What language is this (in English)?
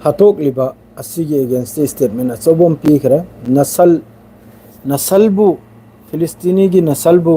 Manipuri